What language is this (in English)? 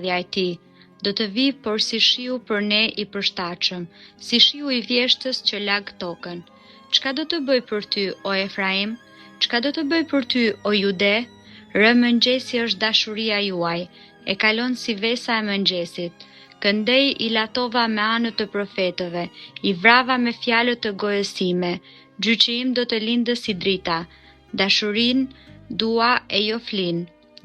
Albanian